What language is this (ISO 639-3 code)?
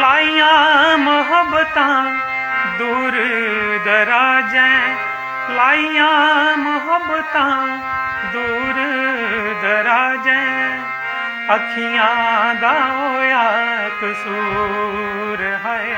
doi